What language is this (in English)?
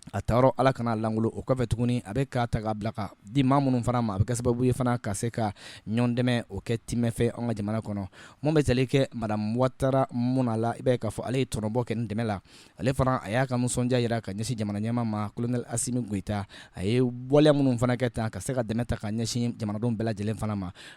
Bambara